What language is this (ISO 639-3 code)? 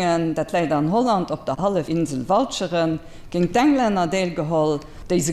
ltz